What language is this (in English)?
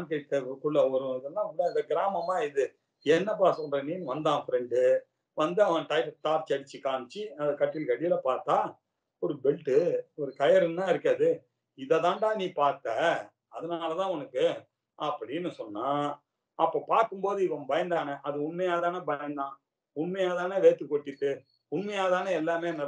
Tamil